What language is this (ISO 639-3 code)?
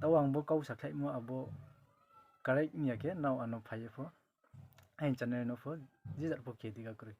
ria